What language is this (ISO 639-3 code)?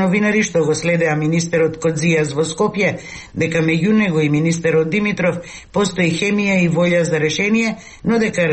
mkd